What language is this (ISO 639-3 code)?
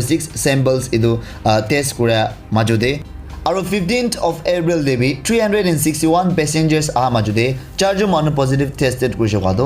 nag